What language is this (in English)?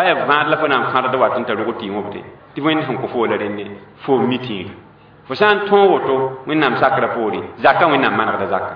Mossi